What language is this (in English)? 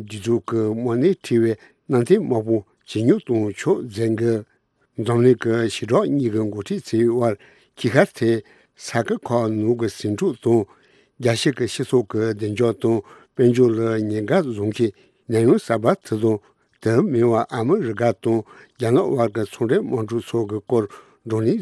Tibetan